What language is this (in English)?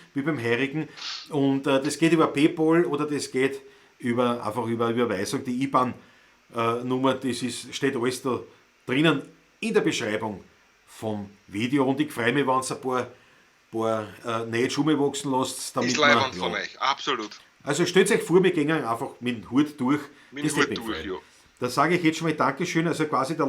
Bavarian